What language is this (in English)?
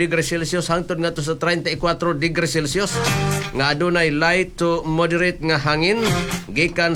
Cebuano